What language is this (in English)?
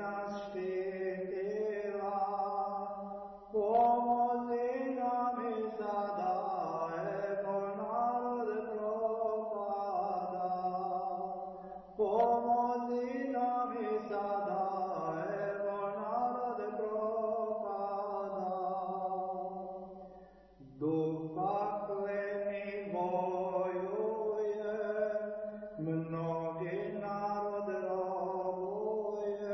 Serbian